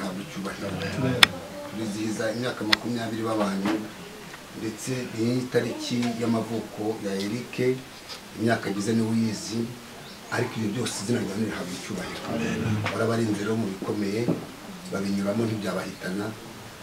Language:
Kinyarwanda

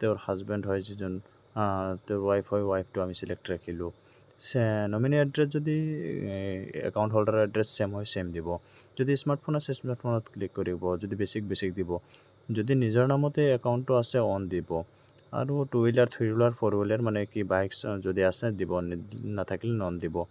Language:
Assamese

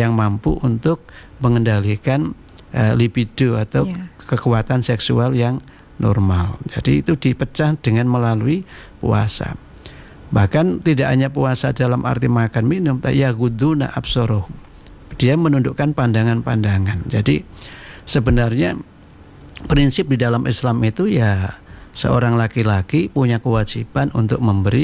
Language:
Indonesian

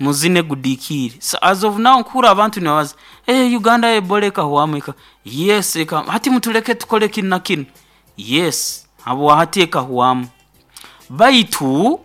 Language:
Nyoro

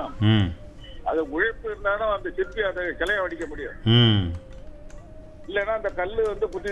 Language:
Tamil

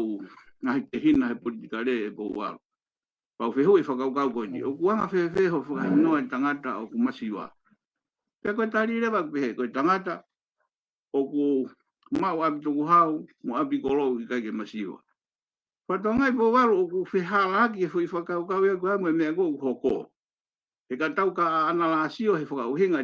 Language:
Tongan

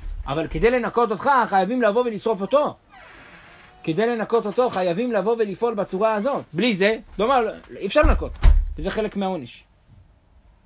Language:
Hebrew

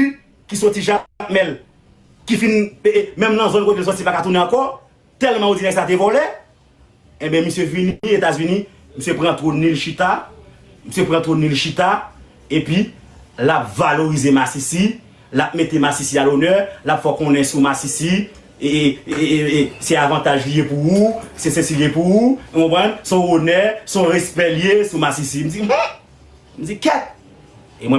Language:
Haitian Creole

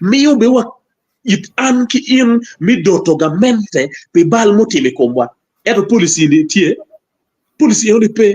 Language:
Acoli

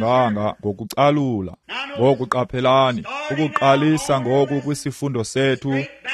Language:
Xhosa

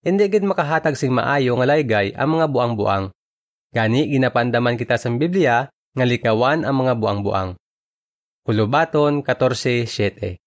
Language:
Hiligaynon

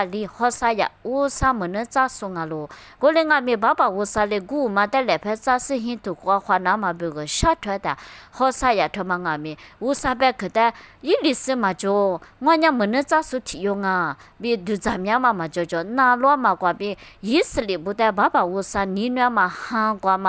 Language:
Lisu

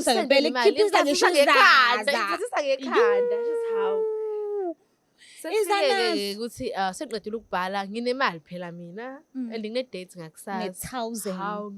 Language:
Zulu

